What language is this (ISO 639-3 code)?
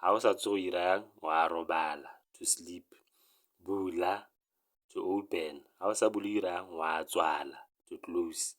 tsn